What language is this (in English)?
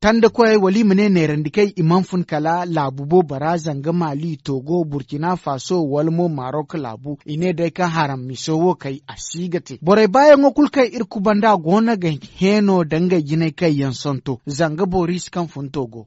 Zarma